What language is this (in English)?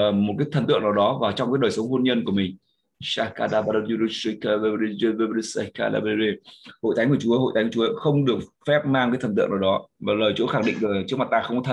Vietnamese